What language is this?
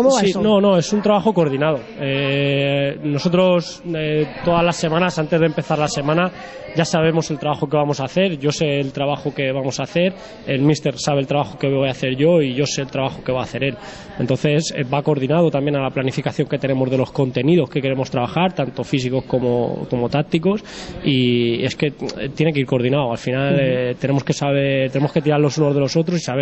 Spanish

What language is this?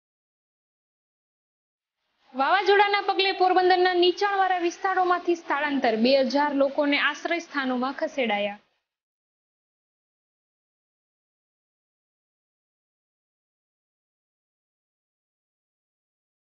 Gujarati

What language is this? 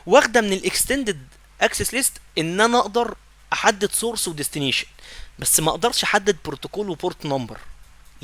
Egyptian Arabic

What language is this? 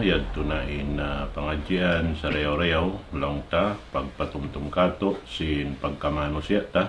Tausug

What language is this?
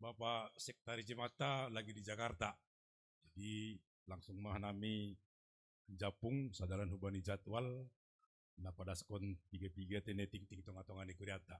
Batak Simalungun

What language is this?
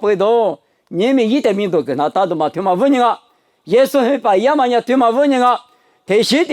Lisu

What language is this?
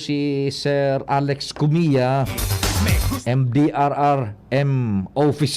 Bikol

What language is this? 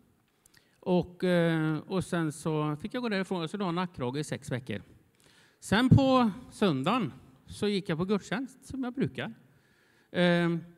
Swedish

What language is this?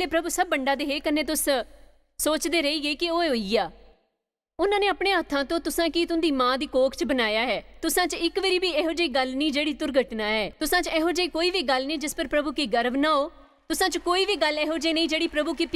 Dogri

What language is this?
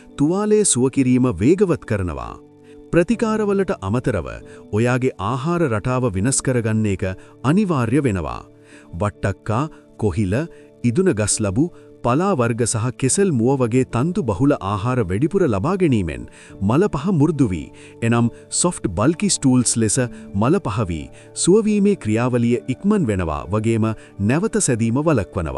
Sinhala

